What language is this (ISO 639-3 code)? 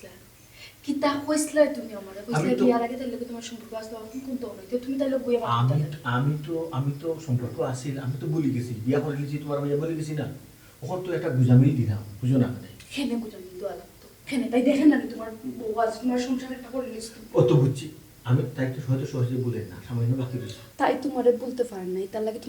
syl